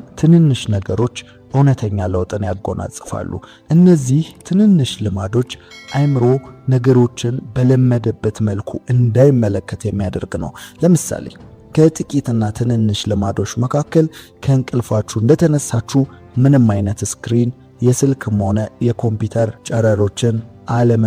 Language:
Amharic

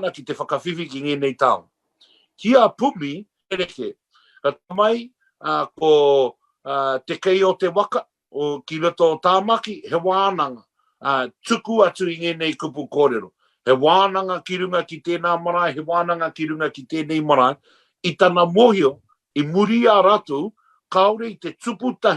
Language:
Māori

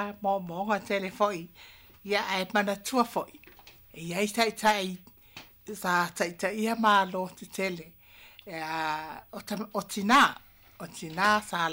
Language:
Samoan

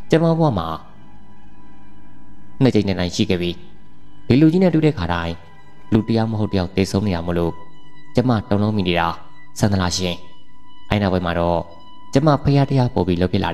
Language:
Burmese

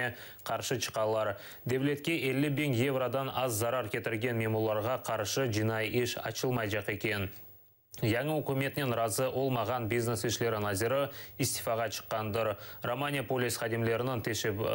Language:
Crimean Tatar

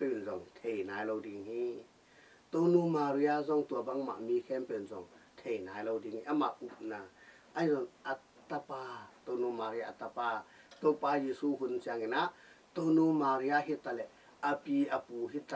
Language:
Tedim Chin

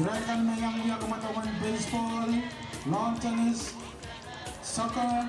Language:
Pohnpeian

